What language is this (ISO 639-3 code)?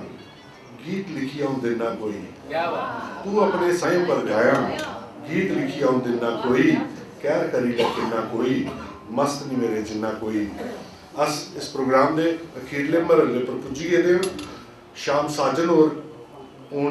doi